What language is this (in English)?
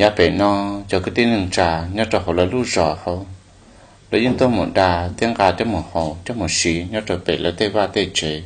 Hmong